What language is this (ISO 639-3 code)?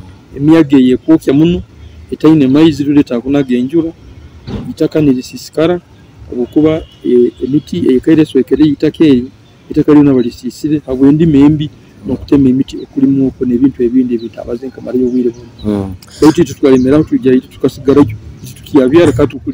nyo